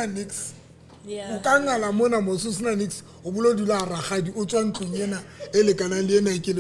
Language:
Southern Sotho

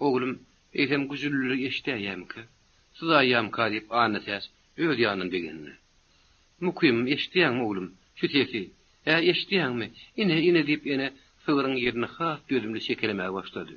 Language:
Turkmen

